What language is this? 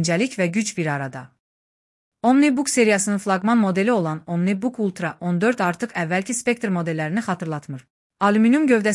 Azerbaijani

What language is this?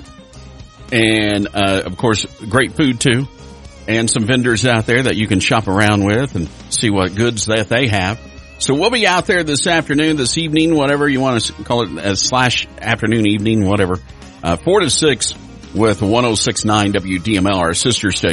English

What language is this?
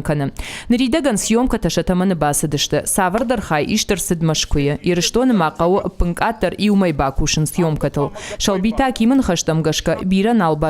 Ossetic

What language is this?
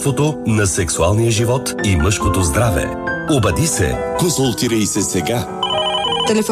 Bulgarian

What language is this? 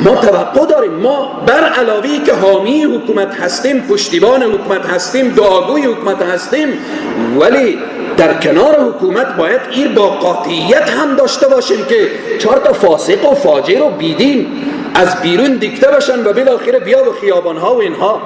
Persian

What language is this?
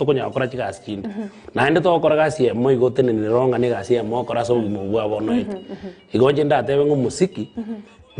Gusii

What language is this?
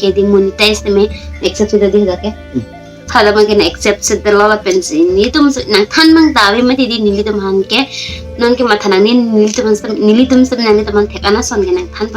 Karbi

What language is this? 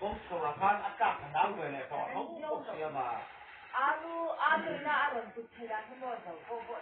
Mizo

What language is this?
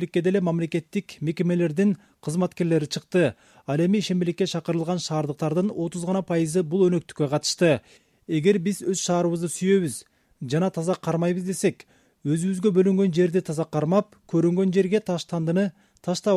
Kyrgyz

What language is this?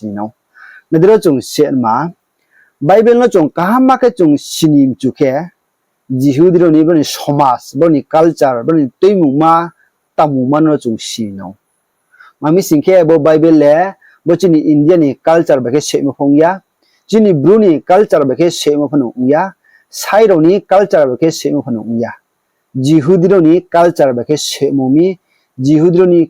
Riang (India)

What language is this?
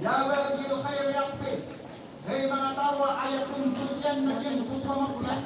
Maranao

